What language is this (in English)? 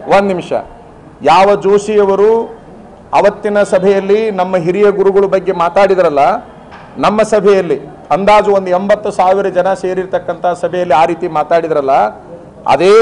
Kannada